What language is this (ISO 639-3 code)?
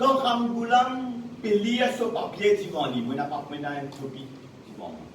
mfe